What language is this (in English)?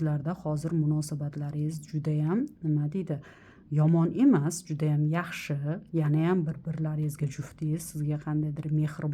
Uzbek